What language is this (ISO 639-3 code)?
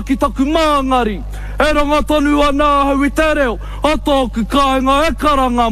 mri